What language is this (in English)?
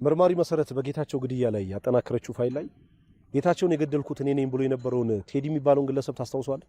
Amharic